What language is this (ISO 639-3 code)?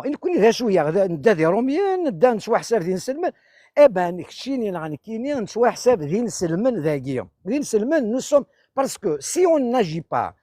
kab